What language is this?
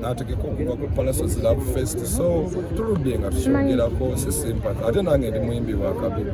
Ganda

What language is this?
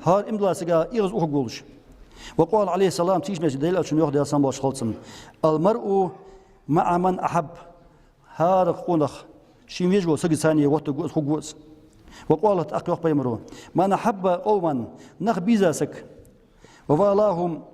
Ingush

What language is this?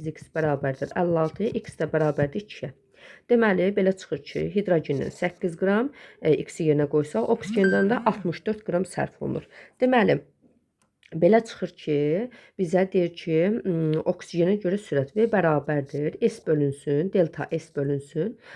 Azerbaijani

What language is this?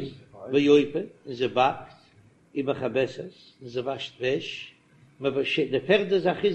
Yiddish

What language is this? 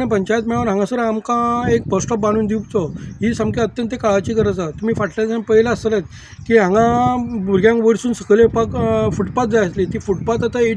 Konkani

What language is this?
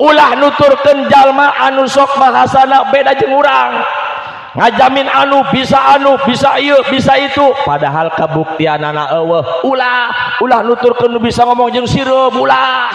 Sundanese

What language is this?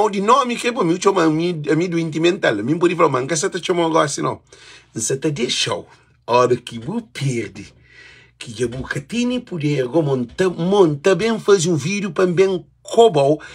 Kabuverdianu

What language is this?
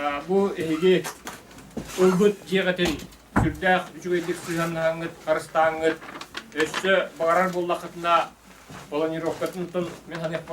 Yakut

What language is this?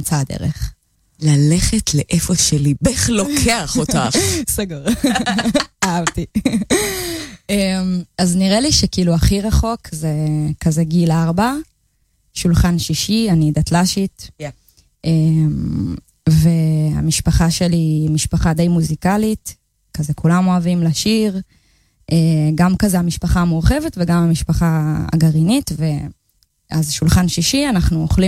Hebrew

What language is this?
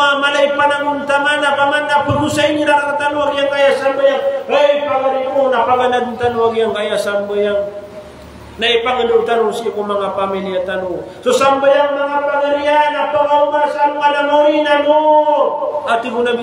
Maranao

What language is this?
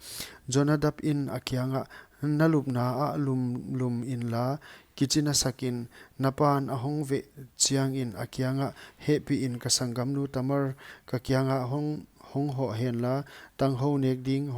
Paite Chin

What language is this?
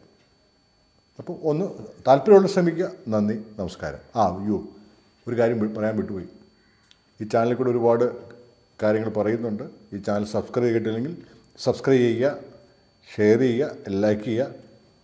Malayalam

